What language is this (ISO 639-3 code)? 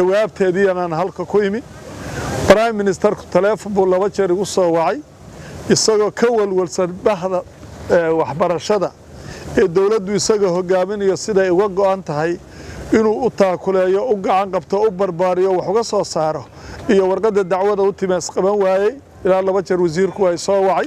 som